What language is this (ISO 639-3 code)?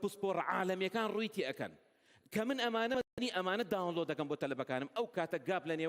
ckb